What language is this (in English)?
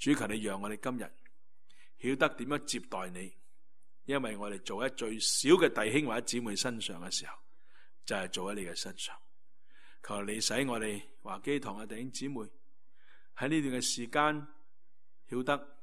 Cantonese